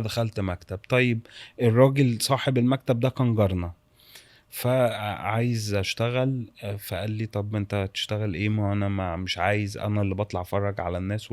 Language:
Egyptian Arabic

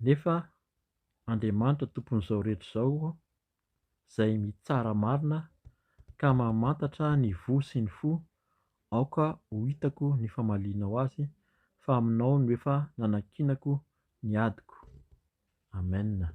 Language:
Malagasy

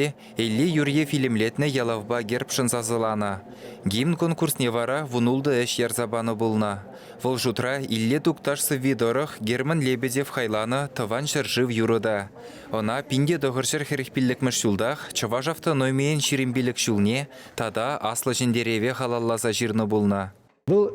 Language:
Chuvash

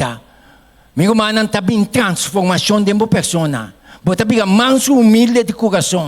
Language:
Papiamento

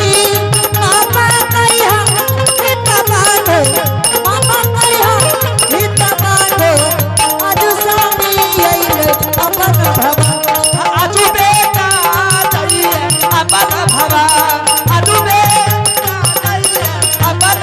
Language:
Angika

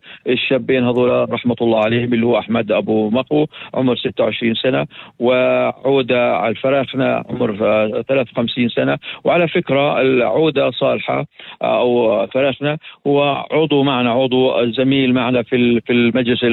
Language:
North Levantine Arabic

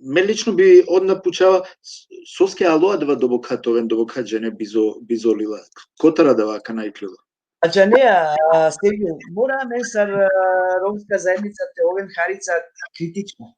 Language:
Balkan Romani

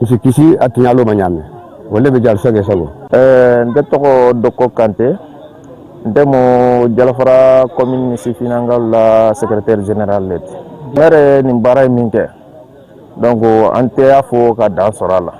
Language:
Bambara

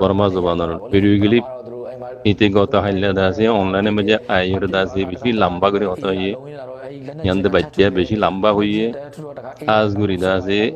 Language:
Rohingya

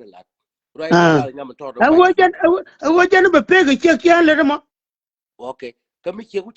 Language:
Nuer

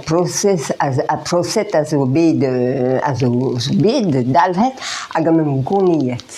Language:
Breton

